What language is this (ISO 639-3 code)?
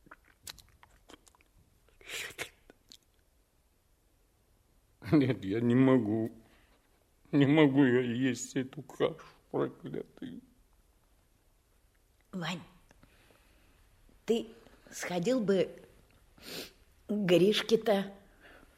rus